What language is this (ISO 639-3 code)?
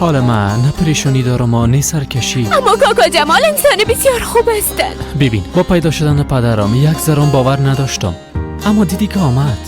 fas